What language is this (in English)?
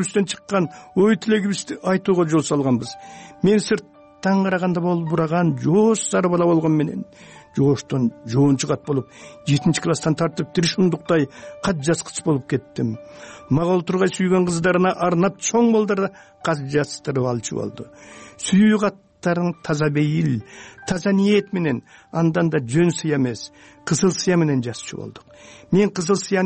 Kyrgyz